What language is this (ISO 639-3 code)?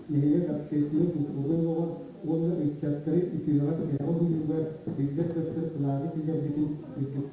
sah